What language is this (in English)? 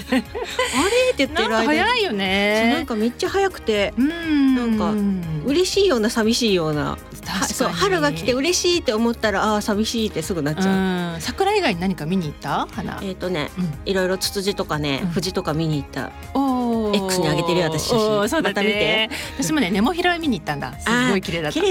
Japanese